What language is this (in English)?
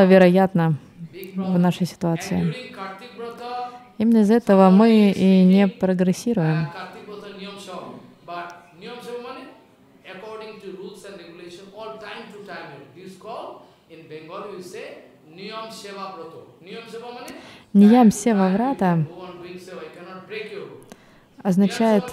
Russian